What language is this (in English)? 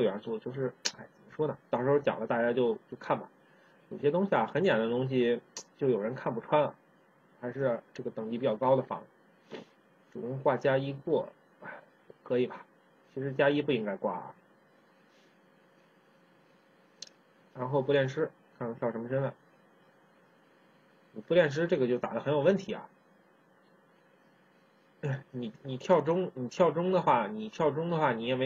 Chinese